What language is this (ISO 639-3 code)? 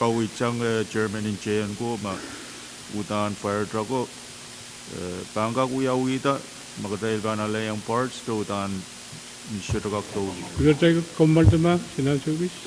pon